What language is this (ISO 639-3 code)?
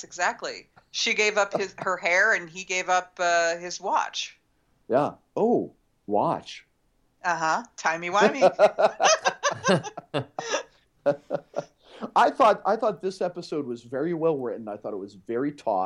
eng